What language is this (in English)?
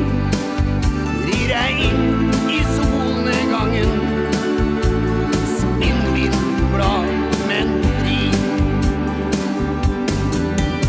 Norwegian